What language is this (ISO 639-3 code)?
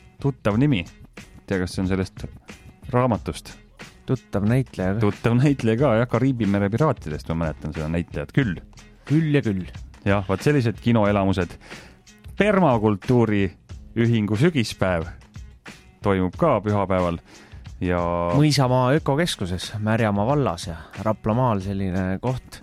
est